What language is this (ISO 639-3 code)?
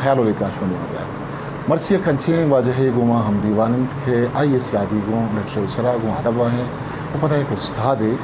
bgp